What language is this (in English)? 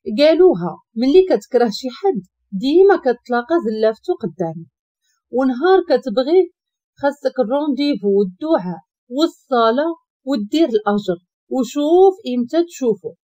Moroccan Arabic